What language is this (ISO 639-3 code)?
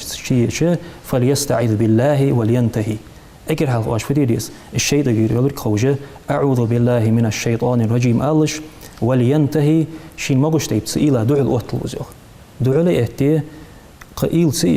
inh